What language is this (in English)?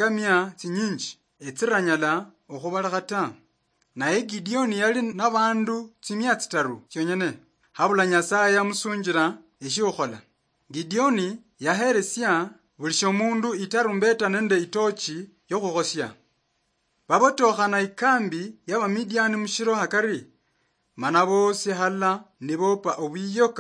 Luyia